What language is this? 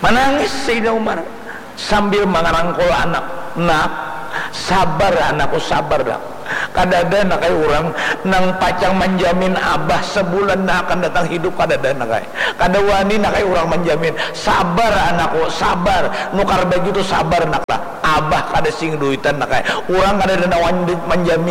Banjar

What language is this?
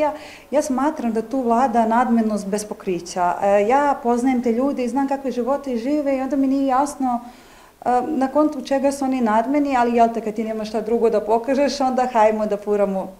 Serbian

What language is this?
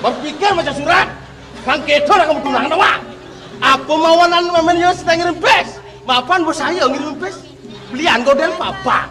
Balinese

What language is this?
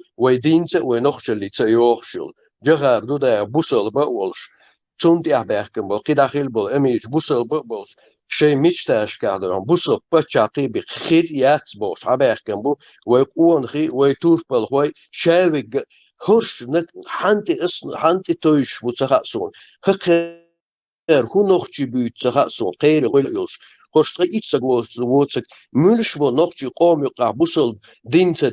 Chechen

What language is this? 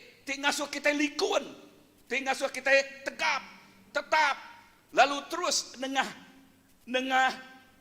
Iban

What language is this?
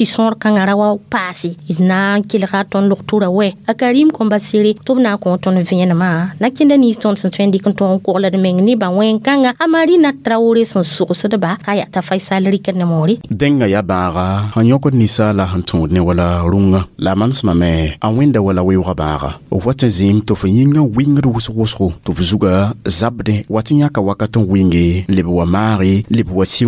Mossi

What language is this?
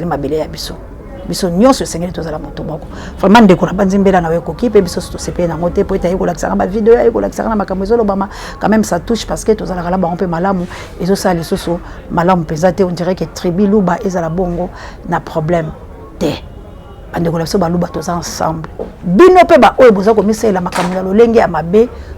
Lingala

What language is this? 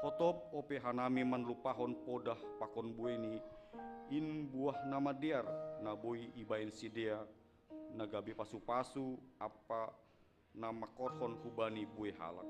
Batak Simalungun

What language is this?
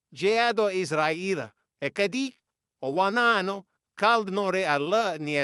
Fula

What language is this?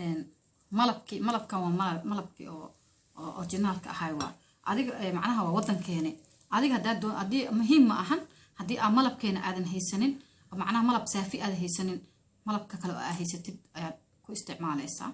Somali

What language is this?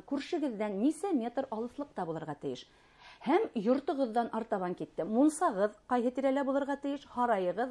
Bashkir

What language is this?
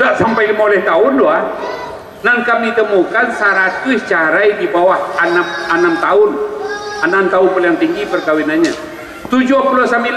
Minangkabau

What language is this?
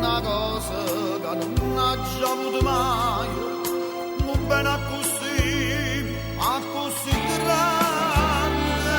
Neapolitan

